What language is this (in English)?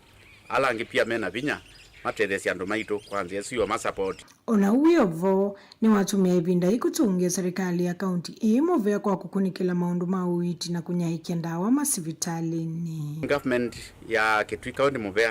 Kamba